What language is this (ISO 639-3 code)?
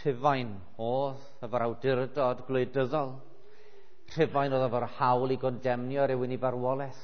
cym